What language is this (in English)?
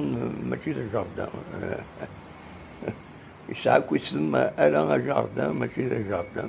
Kabyle